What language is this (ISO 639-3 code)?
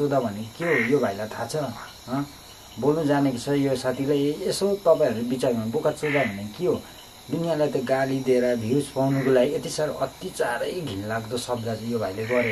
nep